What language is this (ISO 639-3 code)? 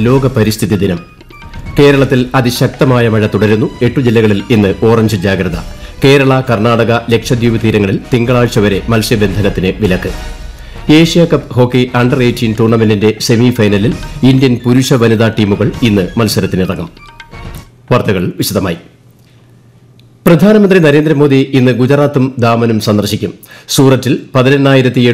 mal